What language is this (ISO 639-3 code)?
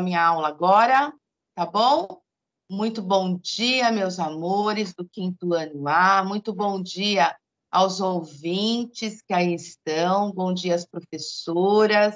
por